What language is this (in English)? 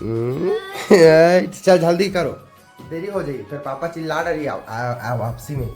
Chhattisgarhi